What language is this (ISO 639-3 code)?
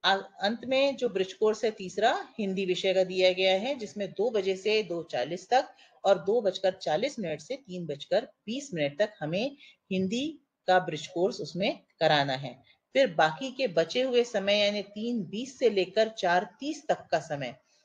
hin